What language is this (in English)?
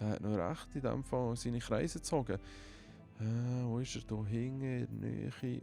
Swiss German